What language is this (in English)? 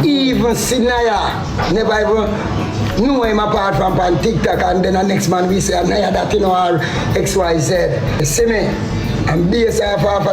Jamaican Creole English